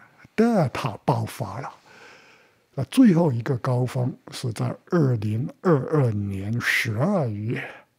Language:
Chinese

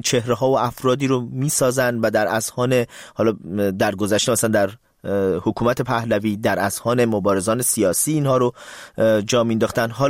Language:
Persian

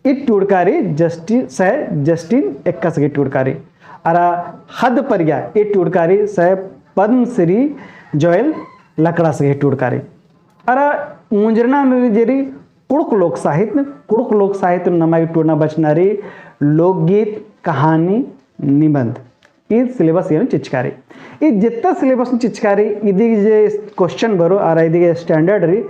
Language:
Kurukh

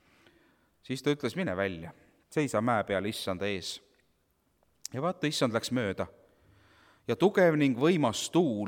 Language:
Estonian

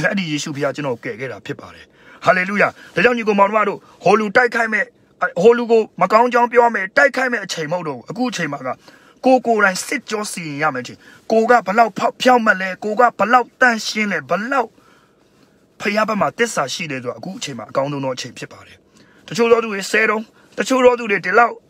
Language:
Burmese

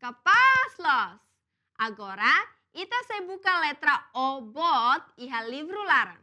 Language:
Tetum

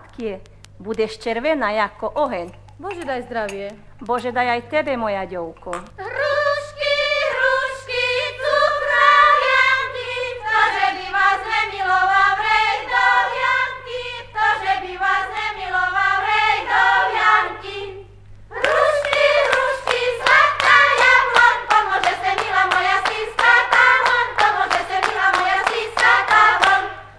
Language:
Slovak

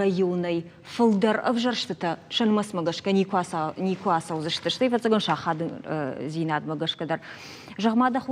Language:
Ossetic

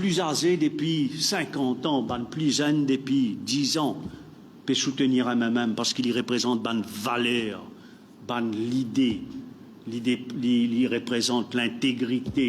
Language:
Morisyen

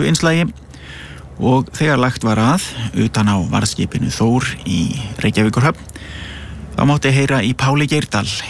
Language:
Icelandic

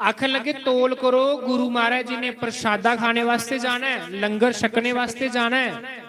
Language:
Dogri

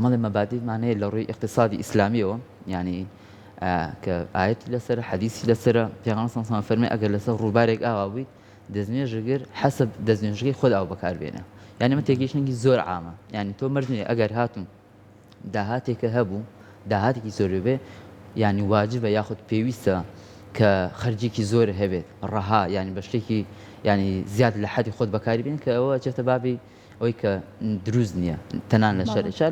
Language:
Central Kurdish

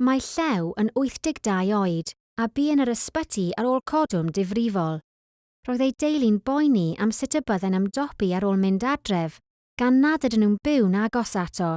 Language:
Welsh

